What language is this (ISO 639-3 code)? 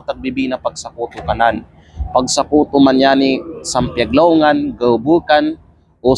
kqe